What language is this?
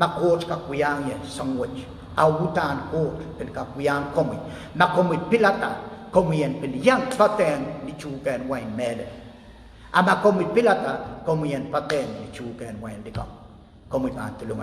Pohnpeian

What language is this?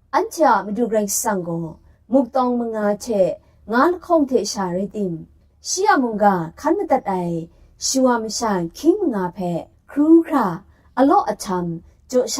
Kachin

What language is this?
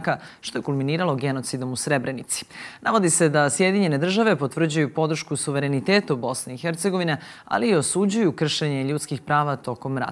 Serbian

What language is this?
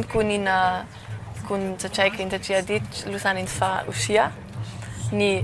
Romansh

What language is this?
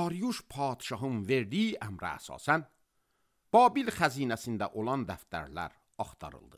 Azerbaijani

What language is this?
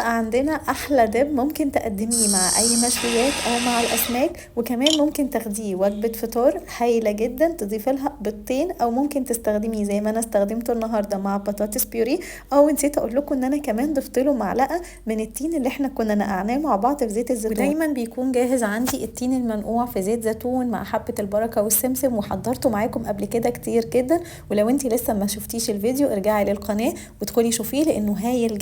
Egyptian Arabic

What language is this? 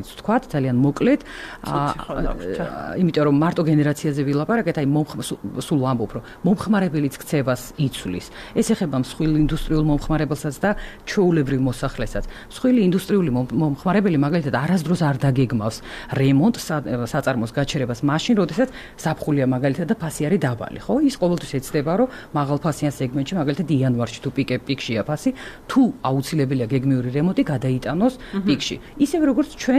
Georgian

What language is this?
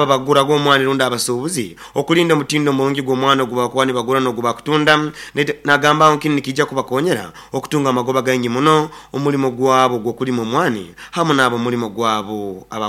Nyoro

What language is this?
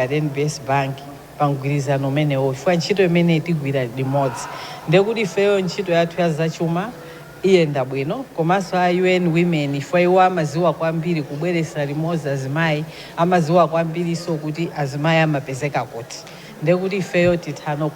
Nyanja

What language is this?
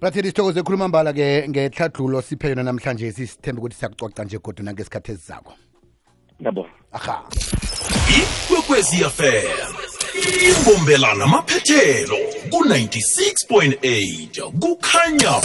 South Ndebele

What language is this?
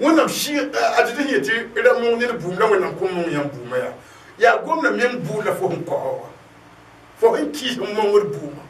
Mossi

